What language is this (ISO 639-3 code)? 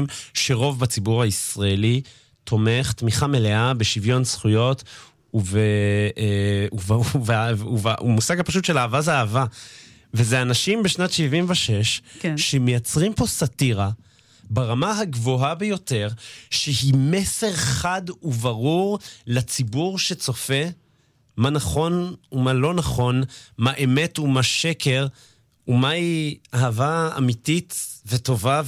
heb